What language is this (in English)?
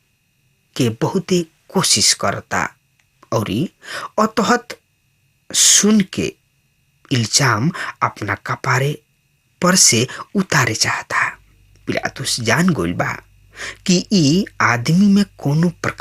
Bhojpuri